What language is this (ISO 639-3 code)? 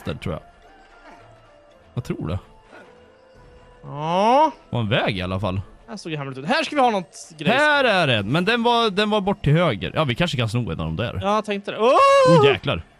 swe